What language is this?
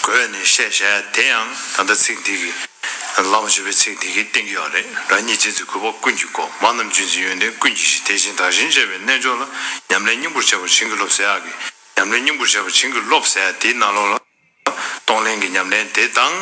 Tibetan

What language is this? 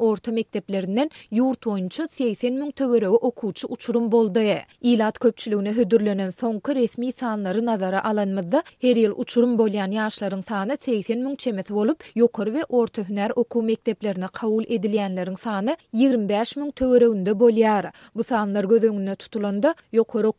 Turkmen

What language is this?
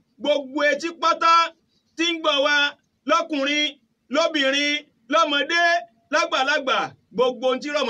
Yoruba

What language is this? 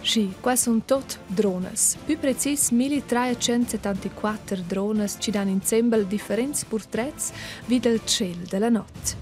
Romansh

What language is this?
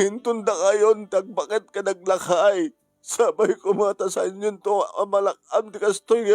Iloko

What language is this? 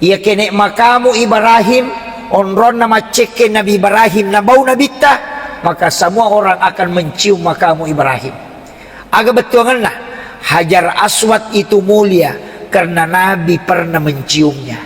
Buginese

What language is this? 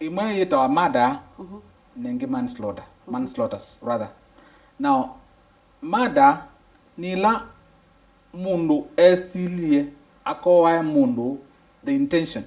Kamba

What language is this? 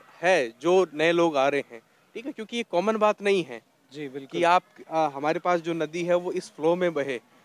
Hindi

